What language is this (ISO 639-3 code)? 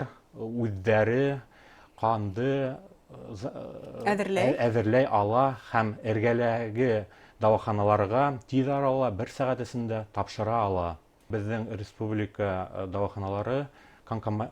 bak